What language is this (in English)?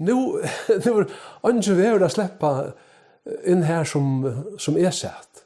Faroese